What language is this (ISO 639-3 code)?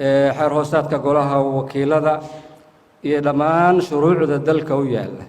som